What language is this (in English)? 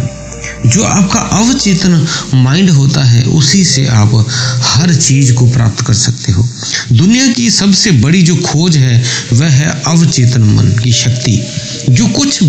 Hindi